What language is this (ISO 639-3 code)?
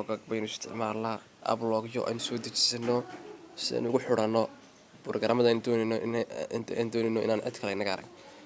som